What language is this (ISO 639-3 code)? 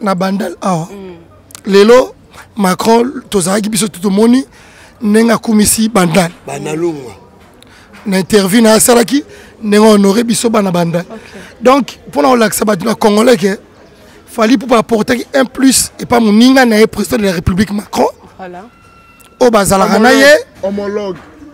lin